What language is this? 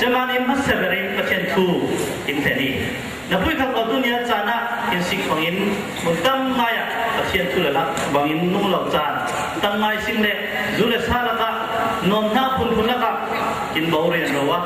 Falam Chin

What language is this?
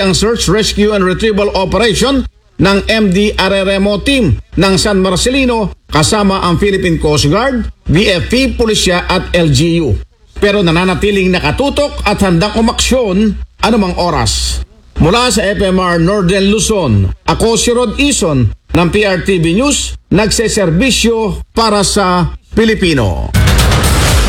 Filipino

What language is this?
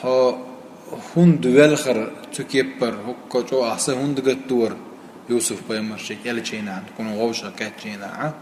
Chechen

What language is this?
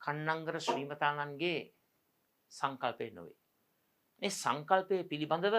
Sinhala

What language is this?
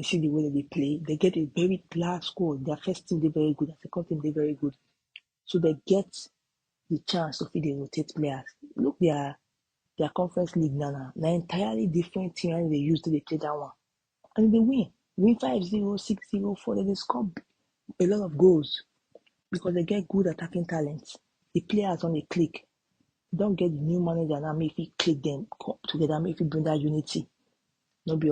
Nigerian Pidgin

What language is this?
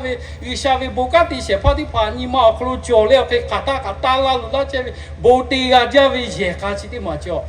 Lahu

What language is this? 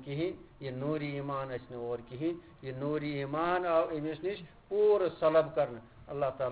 Kashmiri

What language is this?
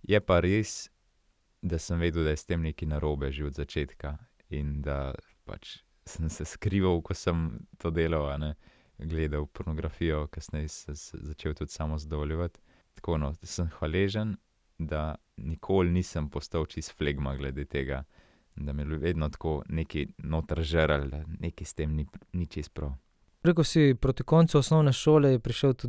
Slovenian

